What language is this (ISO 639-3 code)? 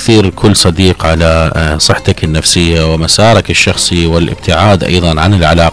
acm